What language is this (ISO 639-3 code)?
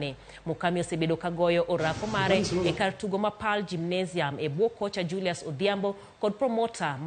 luo